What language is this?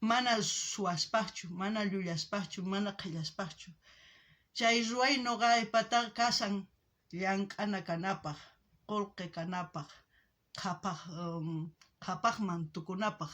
South Bolivian Quechua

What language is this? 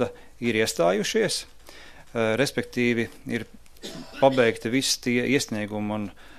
Latvian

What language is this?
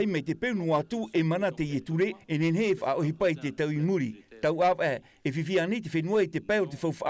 Tahitian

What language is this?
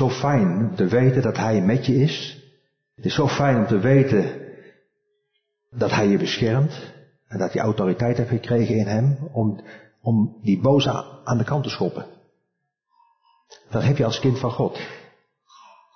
Dutch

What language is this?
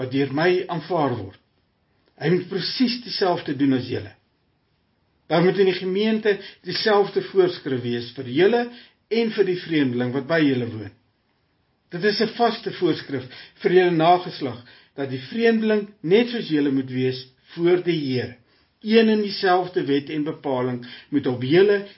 Afrikaans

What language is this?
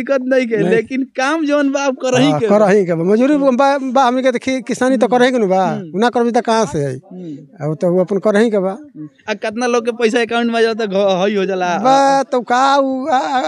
Bhojpuri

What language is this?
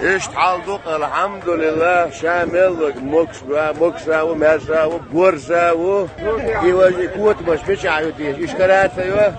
Chechen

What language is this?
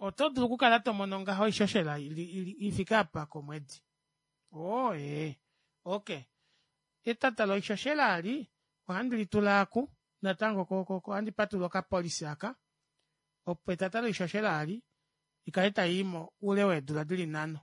Kuanyama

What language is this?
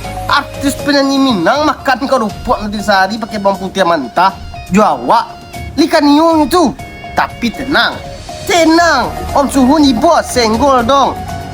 Minangkabau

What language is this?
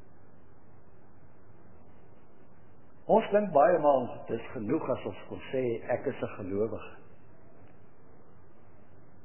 Afrikaans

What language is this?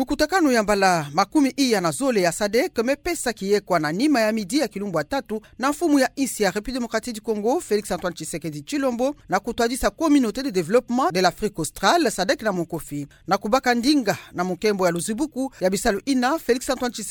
Kituba (Democratic Republic of Congo)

